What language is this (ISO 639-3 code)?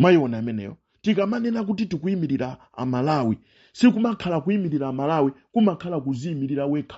nya